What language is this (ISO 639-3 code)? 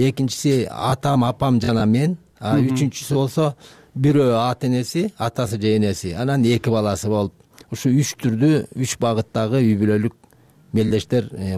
kir